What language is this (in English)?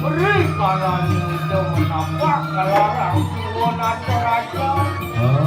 Balinese